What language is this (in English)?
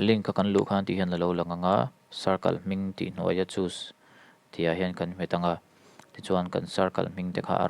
Mizo